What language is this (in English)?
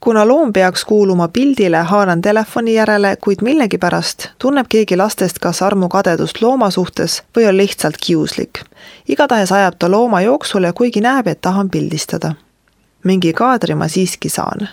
Estonian